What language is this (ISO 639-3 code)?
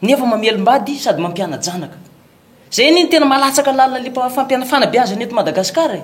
mlg